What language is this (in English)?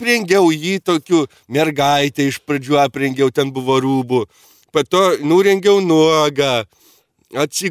Lithuanian